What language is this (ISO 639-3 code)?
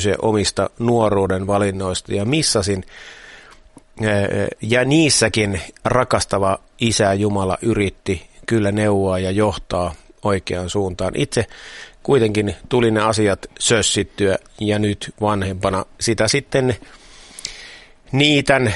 fin